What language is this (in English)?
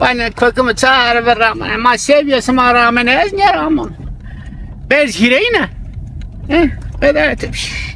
Zaza